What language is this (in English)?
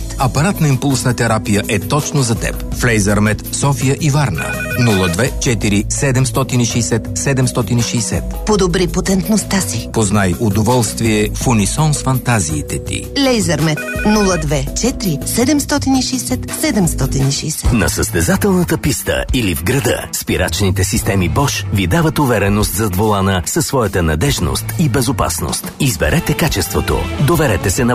Bulgarian